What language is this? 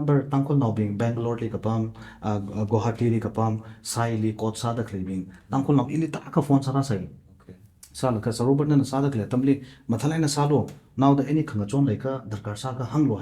Tangkhul Naga (India)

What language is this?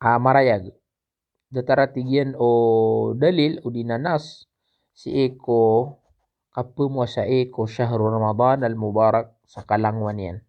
Maranao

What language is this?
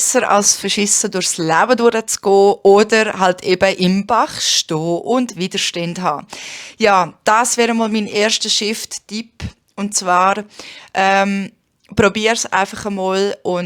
Swiss German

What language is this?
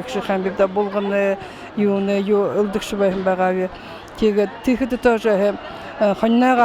Buriat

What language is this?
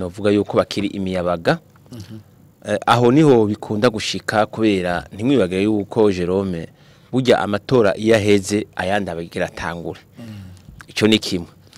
Rundi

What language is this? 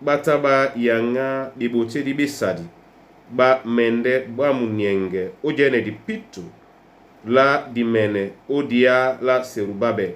Duala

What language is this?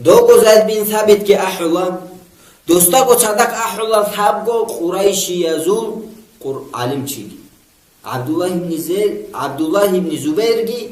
Avaric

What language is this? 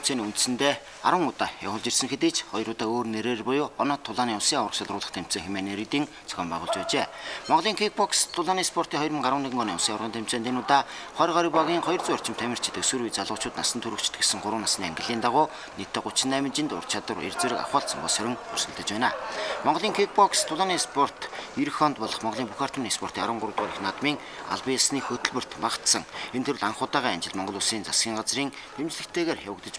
Mongolian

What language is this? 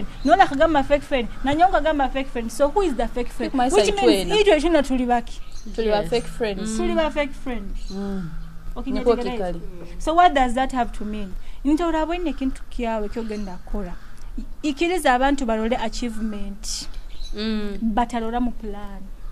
Nyoro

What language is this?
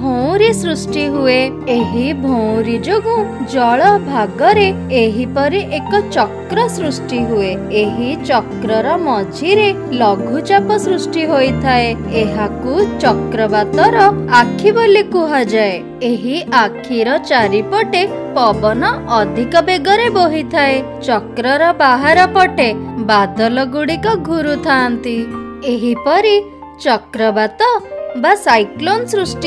Odia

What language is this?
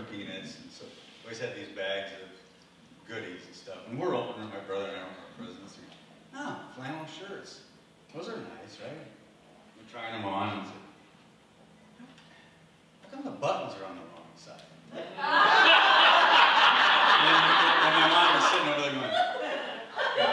English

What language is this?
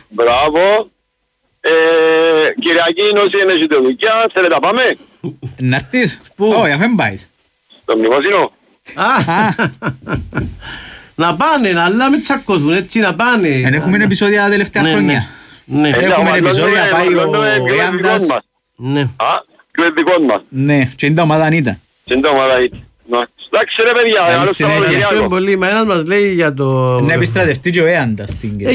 Greek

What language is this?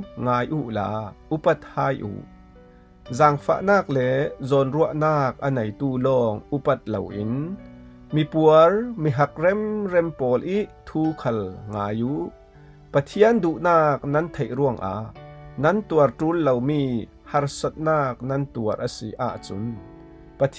Falam Chin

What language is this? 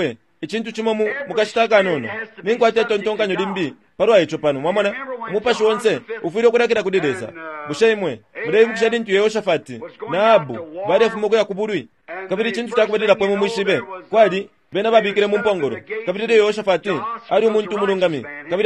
Bemba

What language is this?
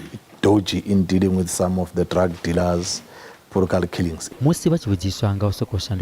Venda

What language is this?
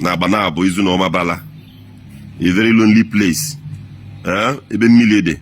Igbo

